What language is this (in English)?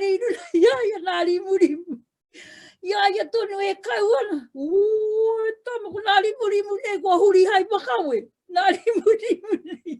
Māori